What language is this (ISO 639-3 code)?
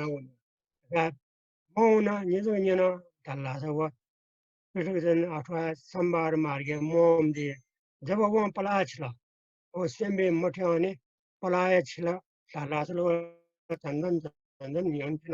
new